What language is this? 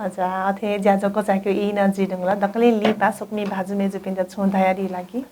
Newari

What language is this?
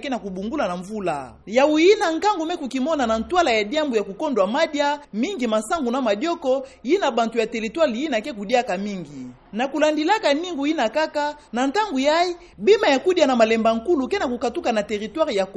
Kituba (Democratic Republic of Congo)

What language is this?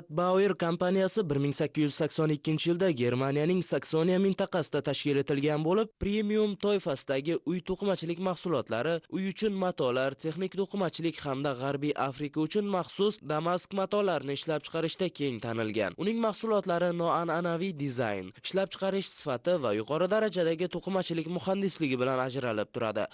Uzbek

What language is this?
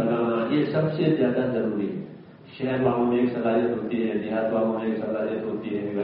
Urdu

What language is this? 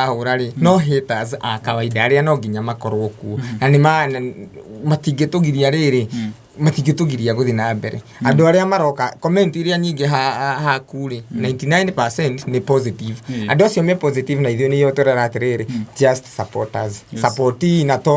Kikuyu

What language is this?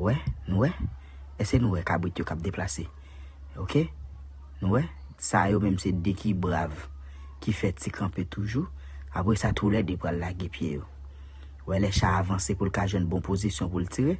Haitian Creole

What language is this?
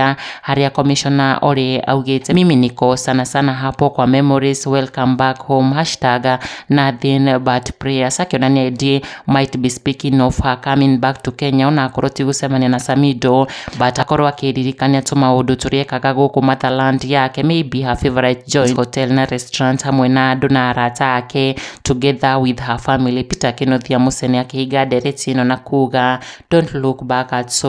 Kikuyu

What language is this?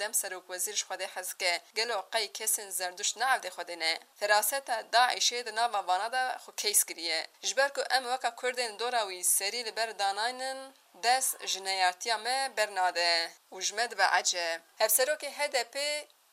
Kurdish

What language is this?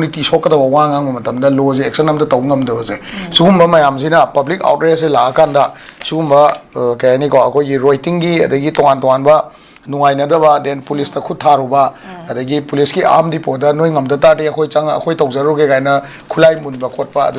Manipuri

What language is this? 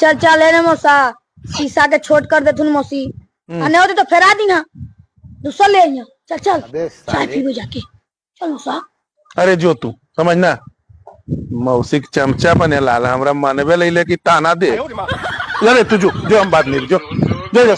Magahi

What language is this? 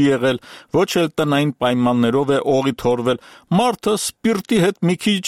Armenian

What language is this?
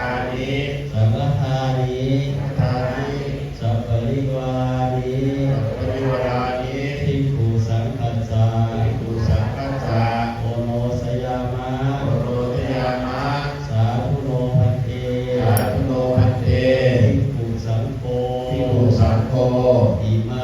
Pali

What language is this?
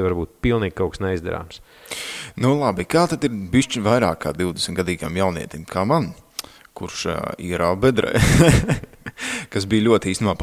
Latvian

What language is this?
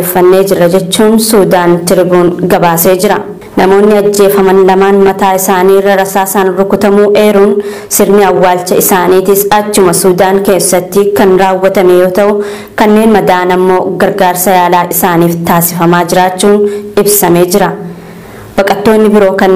Oromo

